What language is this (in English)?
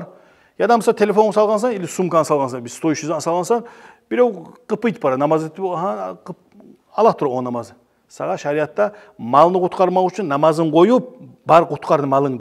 Kumyk